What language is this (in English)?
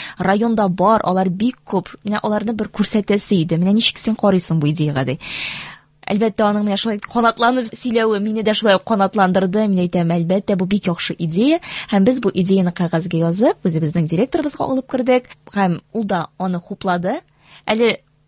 Tatar